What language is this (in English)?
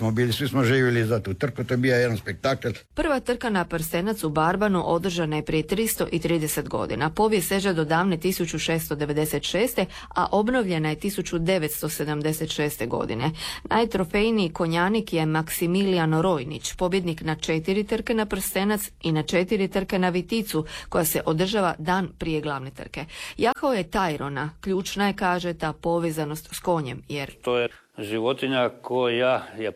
Croatian